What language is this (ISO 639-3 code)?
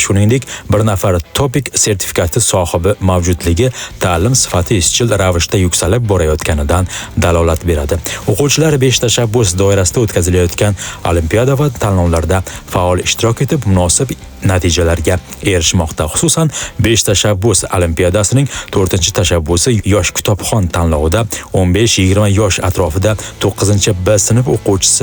uzb